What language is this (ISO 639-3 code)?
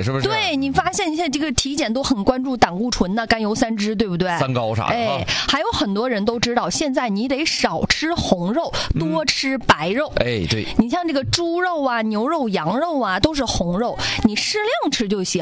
zho